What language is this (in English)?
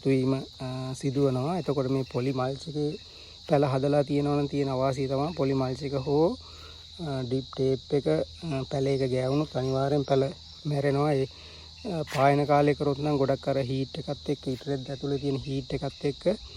Sinhala